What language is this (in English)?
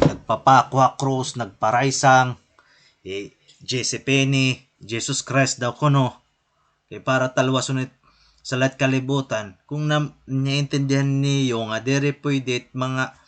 Waray